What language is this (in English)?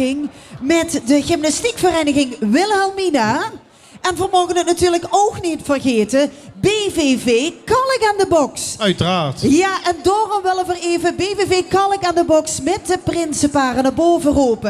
Limburgish